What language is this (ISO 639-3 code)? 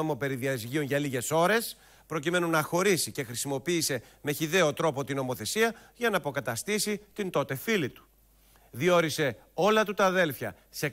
ell